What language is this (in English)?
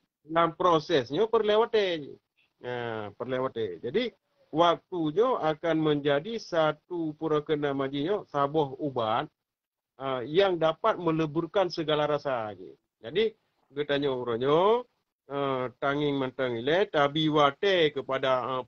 Achinese